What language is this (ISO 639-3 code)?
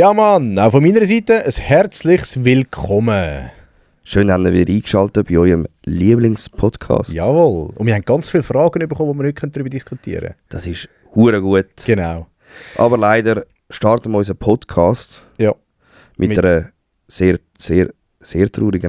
gsw